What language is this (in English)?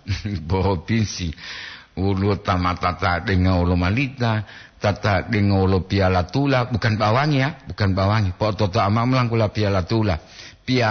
Gorontalo